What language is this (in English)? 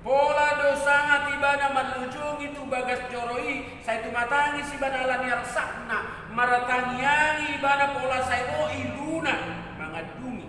Batak Toba